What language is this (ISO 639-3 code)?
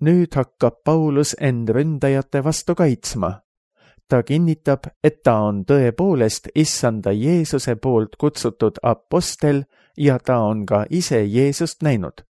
est